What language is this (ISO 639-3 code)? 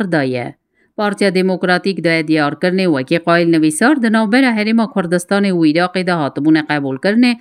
kur